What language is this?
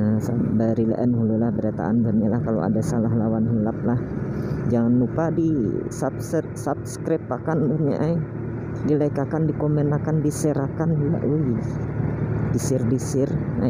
Banjar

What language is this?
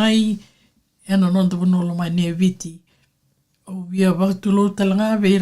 Fijian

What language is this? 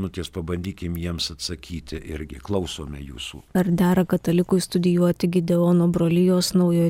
Lithuanian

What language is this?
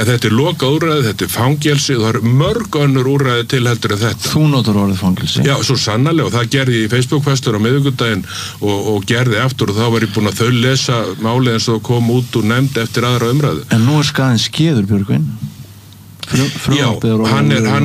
Icelandic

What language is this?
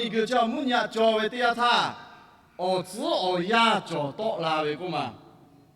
Lahu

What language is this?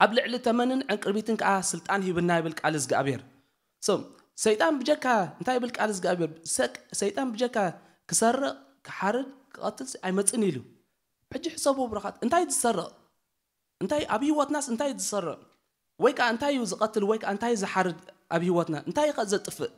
Tigrinya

